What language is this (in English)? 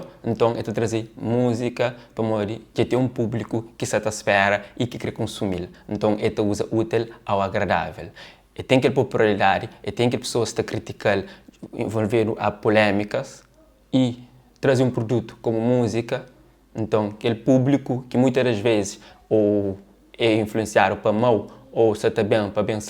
Kabuverdianu